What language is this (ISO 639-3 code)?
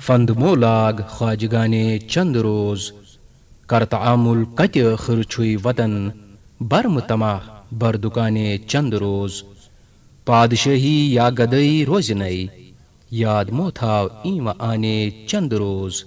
kas